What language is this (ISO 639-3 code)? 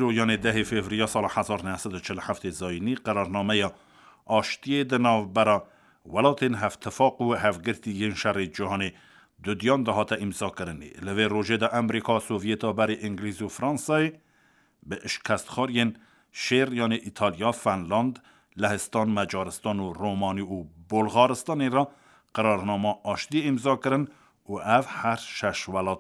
kur